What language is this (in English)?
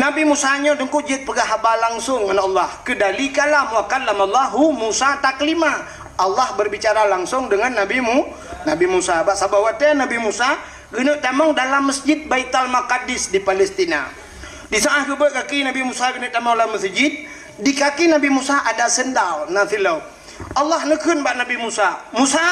Achinese